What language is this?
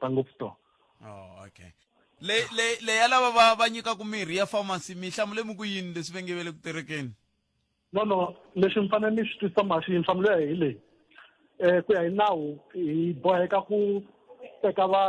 Tsonga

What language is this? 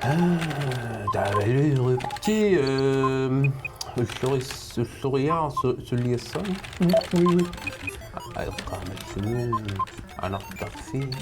Kalaallisut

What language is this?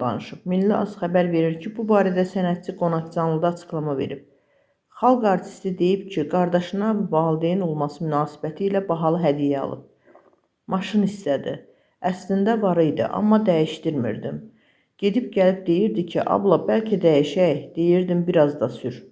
Azerbaijani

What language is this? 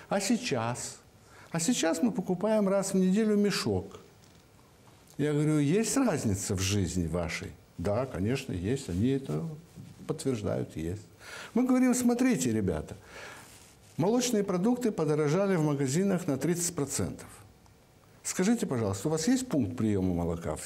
Russian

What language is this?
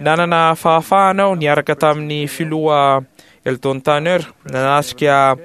Malagasy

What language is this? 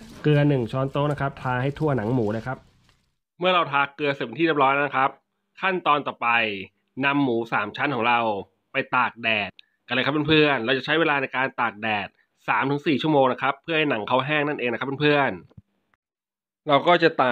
Thai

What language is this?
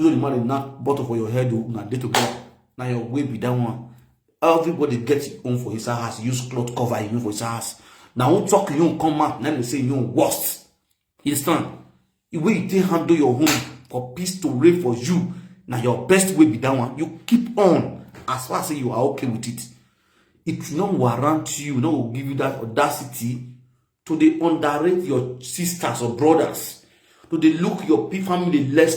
Nigerian Pidgin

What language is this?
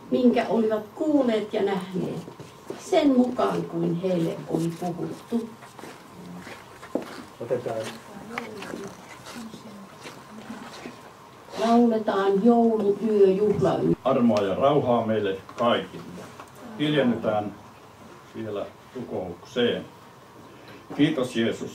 Finnish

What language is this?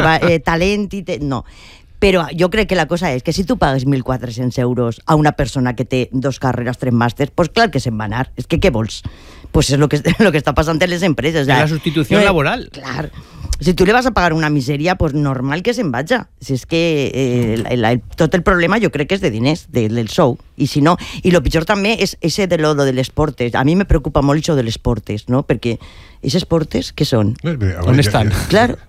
Catalan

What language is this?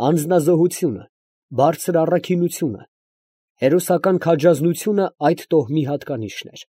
Armenian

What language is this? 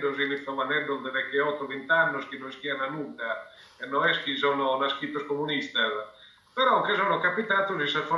Sardinian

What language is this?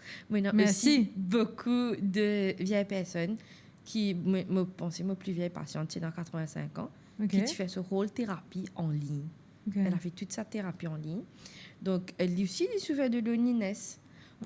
Morisyen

